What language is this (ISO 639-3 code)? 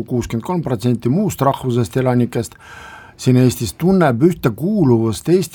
est